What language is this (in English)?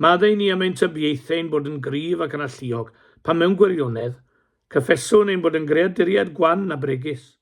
Welsh